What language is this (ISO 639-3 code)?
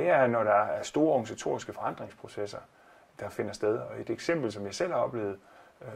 dan